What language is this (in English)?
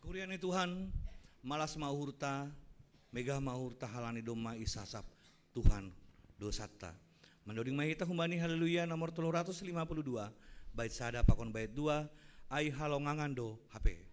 Batak Simalungun